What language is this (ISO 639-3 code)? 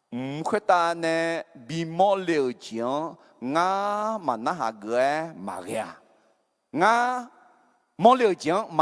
ahk